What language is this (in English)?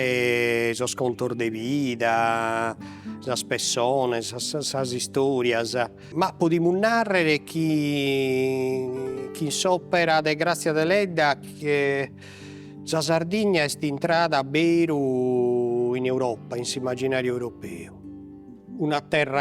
Sardinian